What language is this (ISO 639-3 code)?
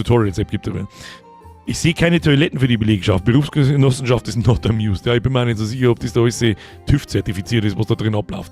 bar